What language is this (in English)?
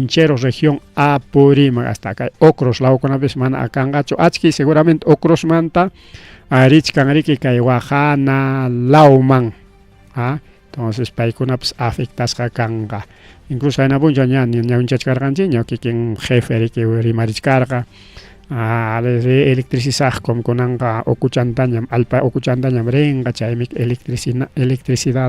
Ayacucho Quechua